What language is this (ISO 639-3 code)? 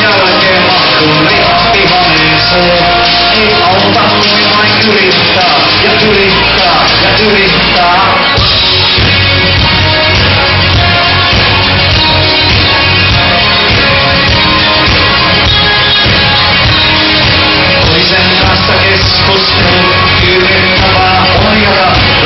fin